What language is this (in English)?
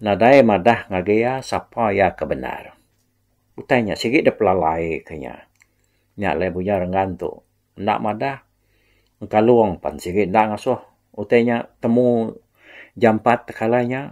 Iban